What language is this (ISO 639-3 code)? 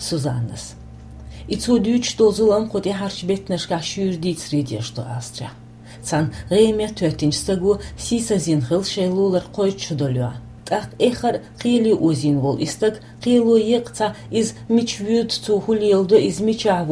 che